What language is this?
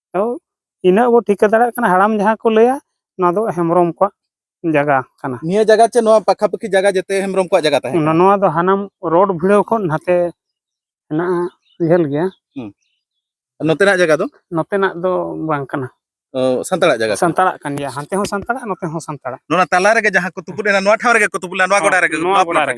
Santali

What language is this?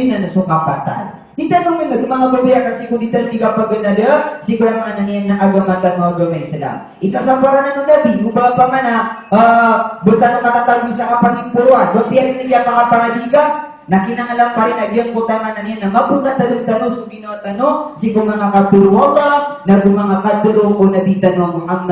Maranao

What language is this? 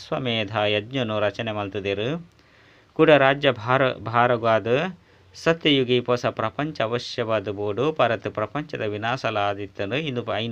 Tulu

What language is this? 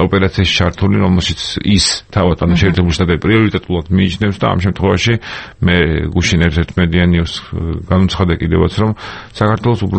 Georgian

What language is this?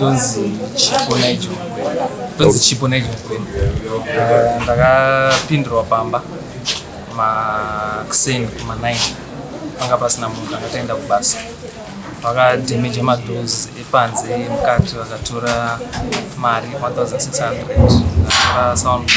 Shona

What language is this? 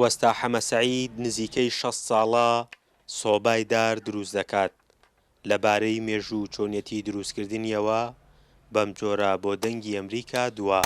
Central Kurdish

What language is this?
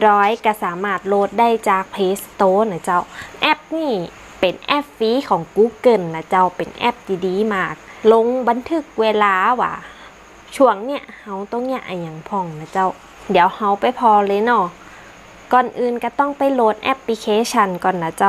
Northern Thai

